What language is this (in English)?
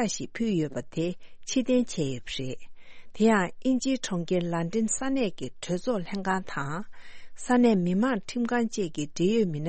Tibetan